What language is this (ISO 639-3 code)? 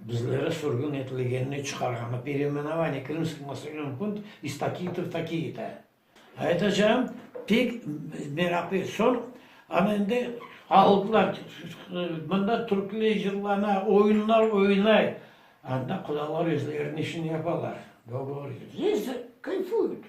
crh